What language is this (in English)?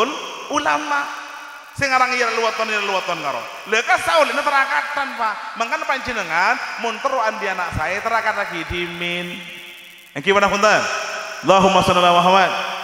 Madurese